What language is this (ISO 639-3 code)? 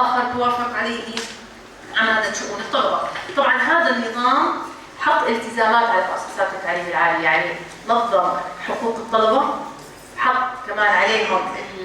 apc